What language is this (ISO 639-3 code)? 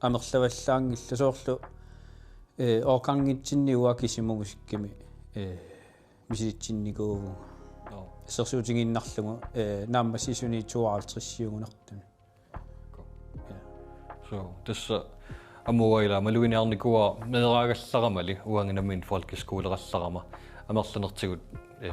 kal